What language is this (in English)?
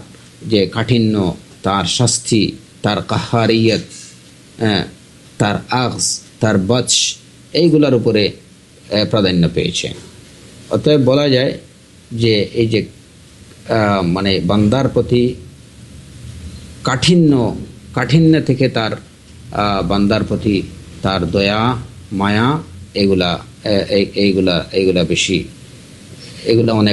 Bangla